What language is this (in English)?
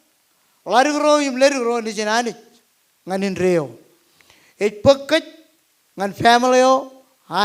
Marshallese